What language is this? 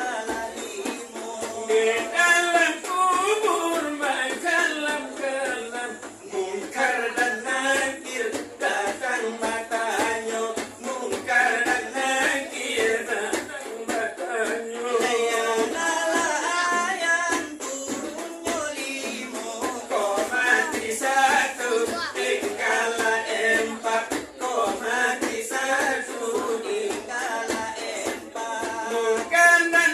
Minangkabau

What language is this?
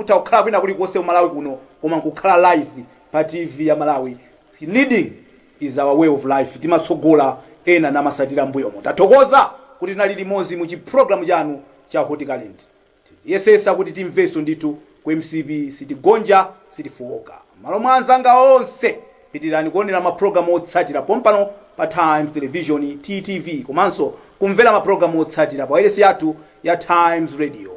Nyanja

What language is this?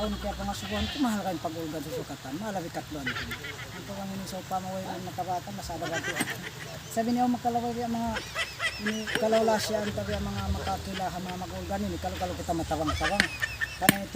Tausug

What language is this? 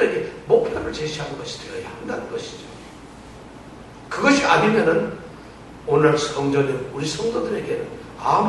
Korean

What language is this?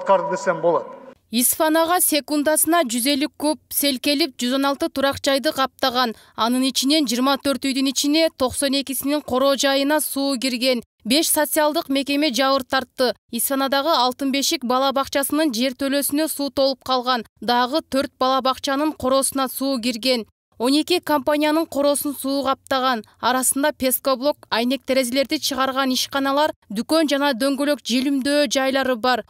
Kyrgyz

